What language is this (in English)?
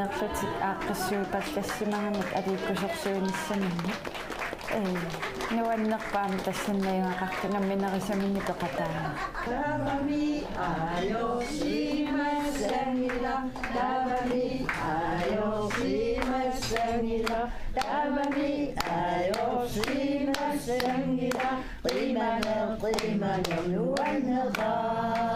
Kalaallisut